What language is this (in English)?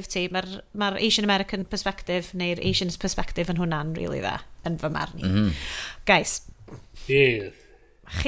Welsh